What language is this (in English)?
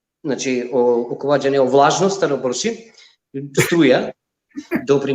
Balkan Romani